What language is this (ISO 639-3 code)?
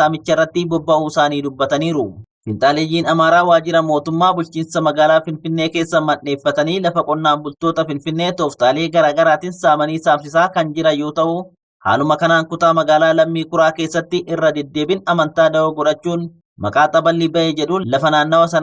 orm